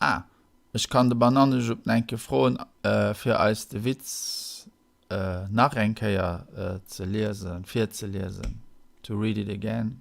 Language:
Luxembourgish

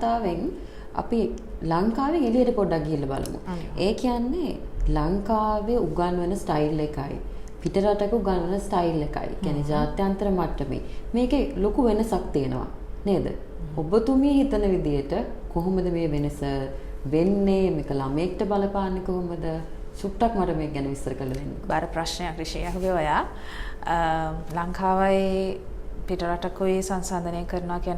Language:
Sinhala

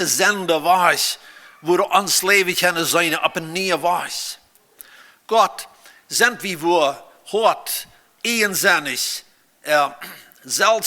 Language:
Plautdietsch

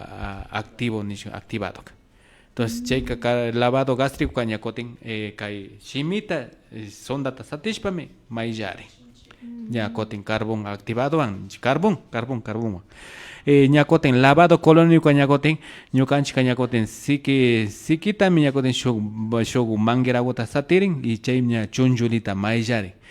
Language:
Imbabura Highland Quichua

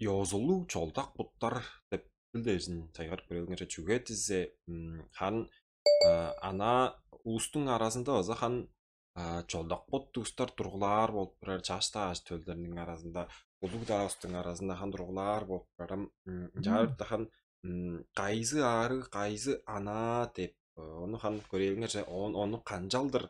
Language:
Tuvinian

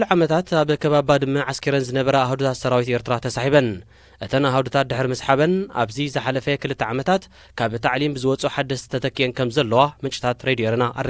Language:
Tigrinya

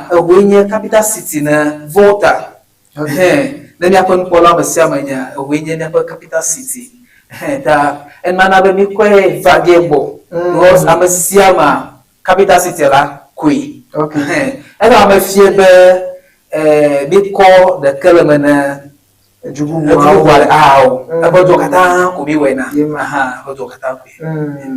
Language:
Ewe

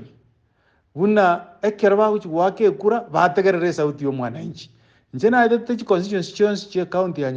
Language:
Gusii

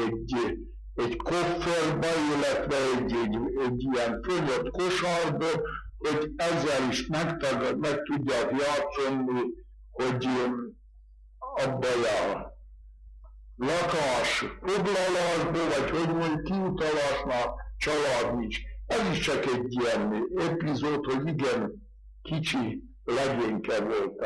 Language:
Hungarian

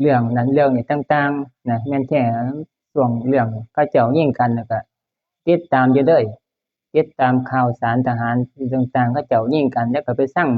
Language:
Northeastern Thai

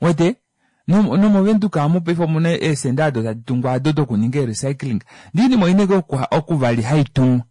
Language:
Kuanyama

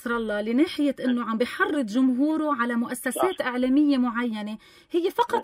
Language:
North Levantine Arabic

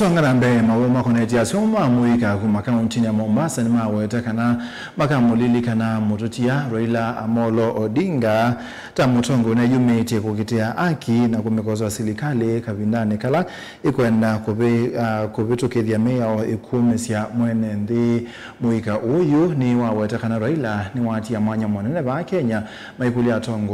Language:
Kamba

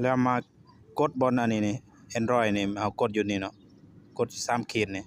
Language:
Lao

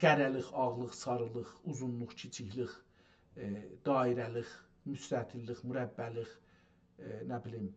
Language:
South Azerbaijani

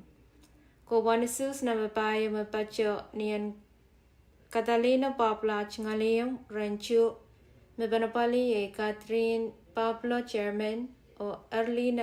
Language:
Pohnpeian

